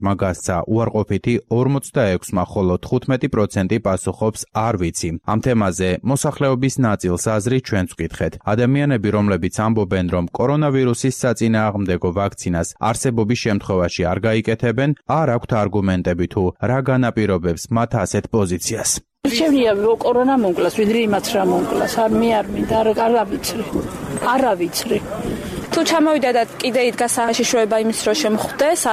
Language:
Georgian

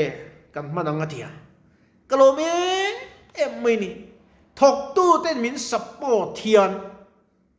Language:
Mizo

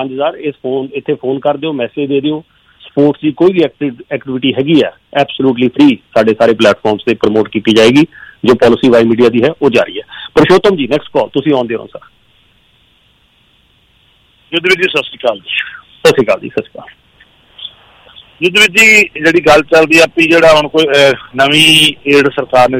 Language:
Punjabi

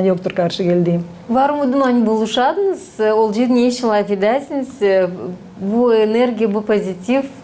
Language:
Gagauz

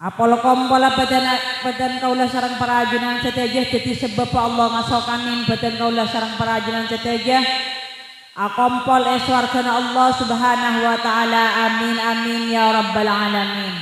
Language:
Madurese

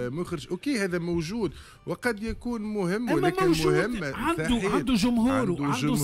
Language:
Tunisian Arabic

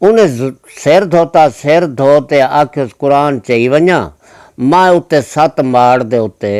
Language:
Saraiki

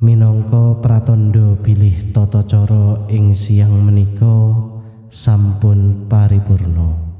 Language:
Javanese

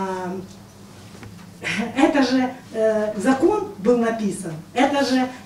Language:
Ukrainian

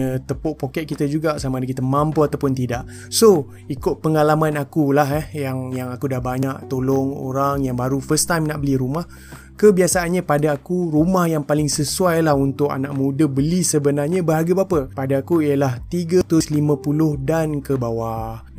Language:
Malay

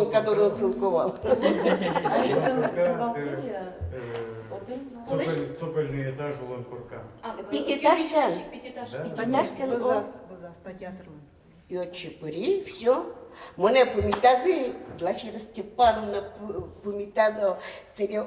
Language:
Udmurt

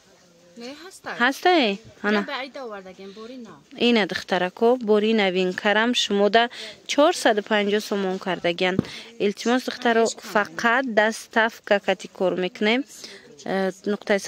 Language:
Tajik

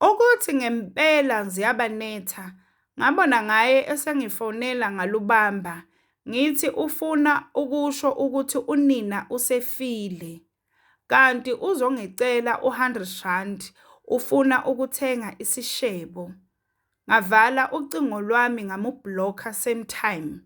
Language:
Zulu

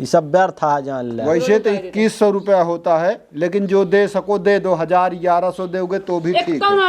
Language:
Awadhi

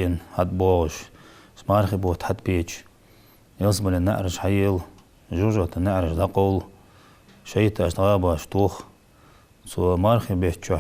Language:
Ingush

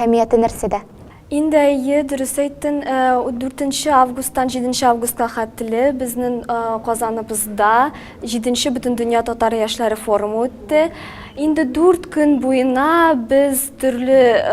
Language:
Tatar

